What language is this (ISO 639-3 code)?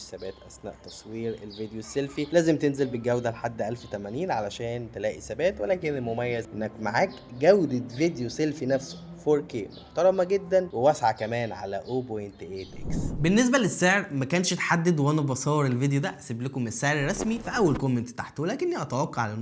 arz